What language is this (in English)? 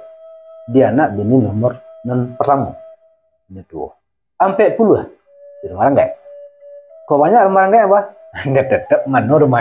Minangkabau